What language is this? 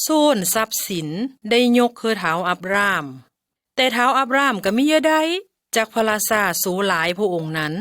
Lao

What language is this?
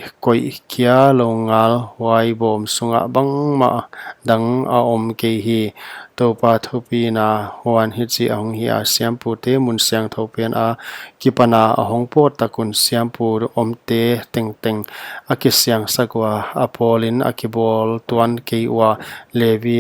Paite Chin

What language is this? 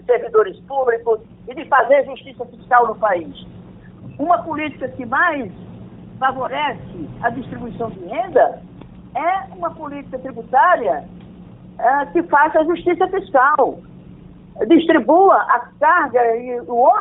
Portuguese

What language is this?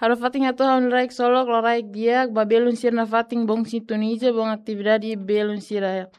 Tetum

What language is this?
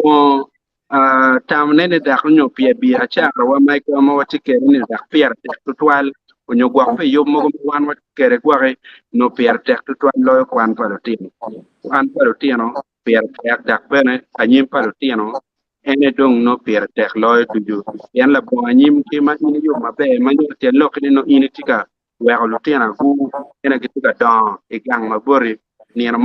Acoli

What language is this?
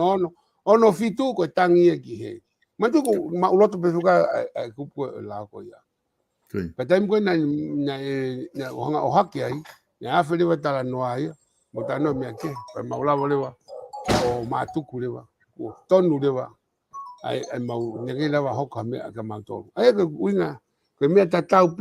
Tongan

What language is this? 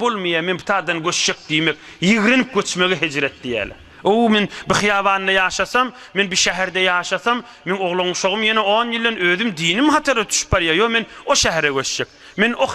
Turkmen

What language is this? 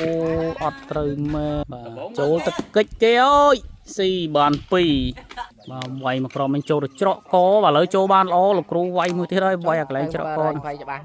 Khmer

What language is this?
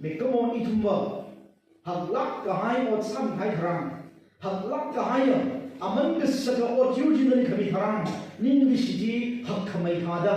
Tangkhul Naga (India)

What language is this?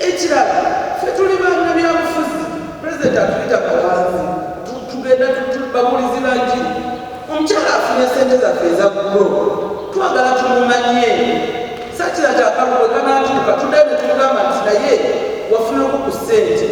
Ganda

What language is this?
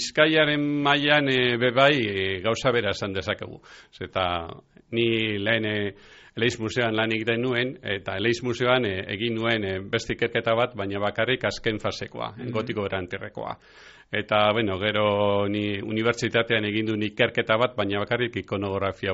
Basque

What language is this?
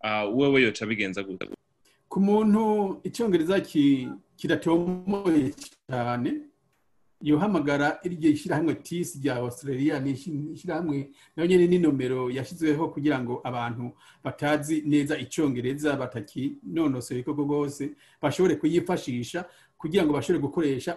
Rundi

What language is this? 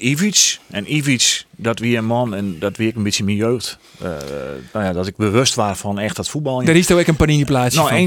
Western Frisian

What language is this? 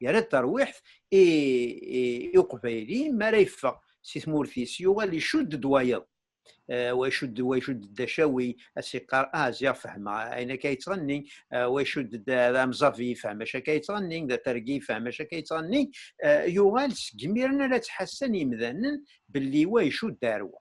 Kabyle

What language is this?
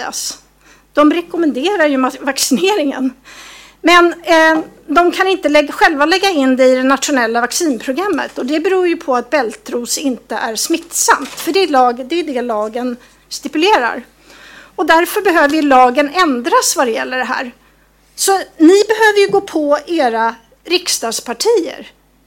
Swedish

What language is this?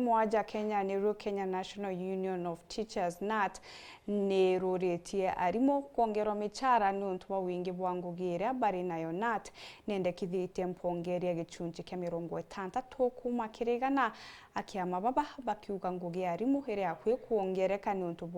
Meru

